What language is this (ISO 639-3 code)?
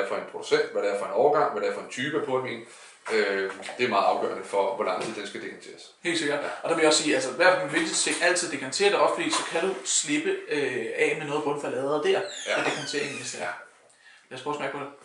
dan